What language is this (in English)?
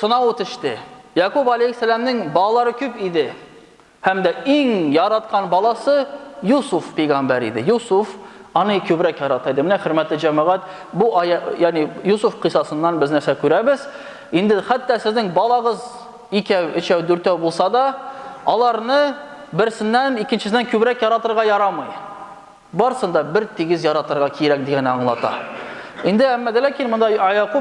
Tatar